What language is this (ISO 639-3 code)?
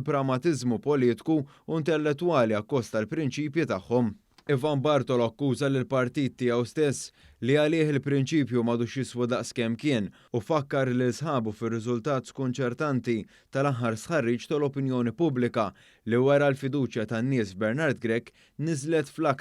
mlt